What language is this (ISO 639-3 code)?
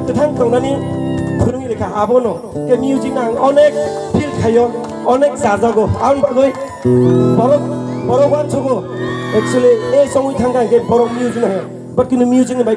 trp